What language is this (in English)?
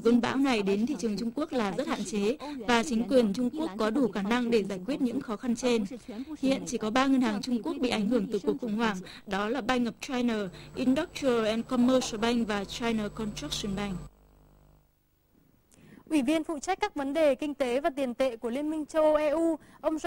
Vietnamese